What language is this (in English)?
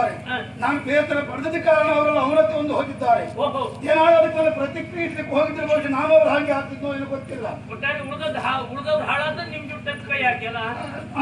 Kannada